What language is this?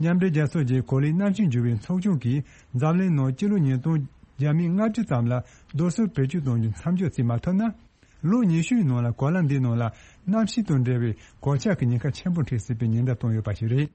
Tibetan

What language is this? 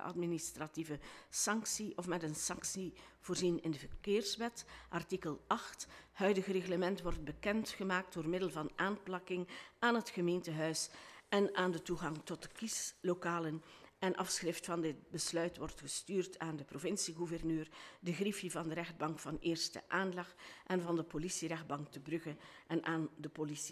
Dutch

